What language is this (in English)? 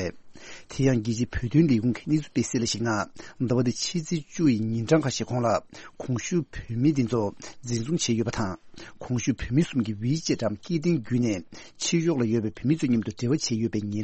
Tibetan